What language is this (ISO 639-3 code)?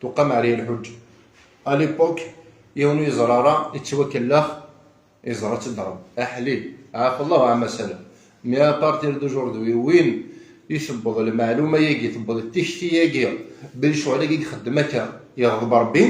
kab